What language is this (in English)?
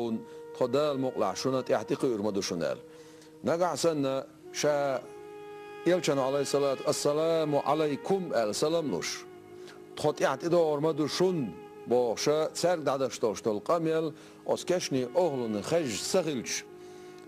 Chechen